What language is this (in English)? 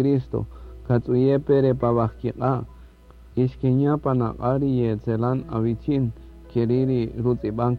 Kaqchikel